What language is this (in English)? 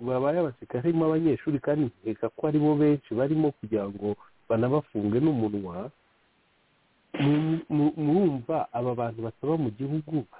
Kinyarwanda